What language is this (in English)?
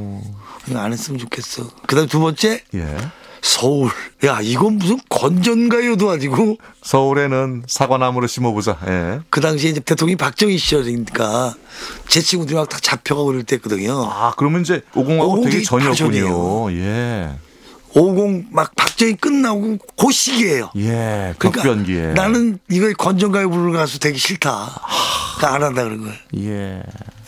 Korean